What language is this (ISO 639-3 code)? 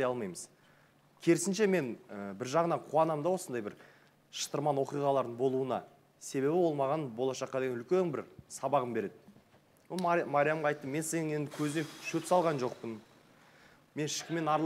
kaz